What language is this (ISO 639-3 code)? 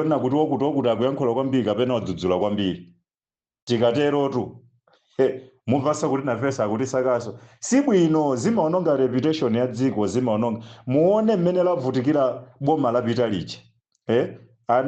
nya